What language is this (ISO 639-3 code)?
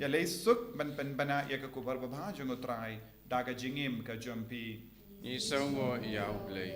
kha